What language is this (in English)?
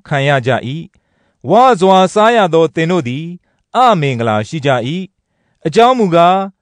Burmese